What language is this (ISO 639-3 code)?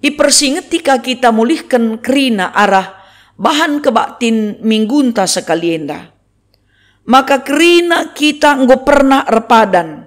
btx